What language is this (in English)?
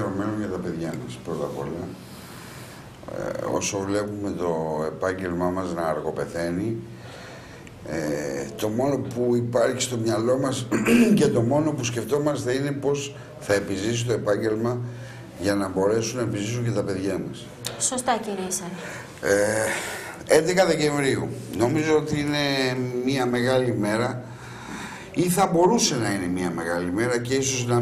Greek